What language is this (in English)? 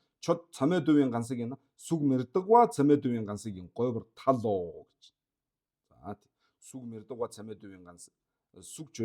Mongolian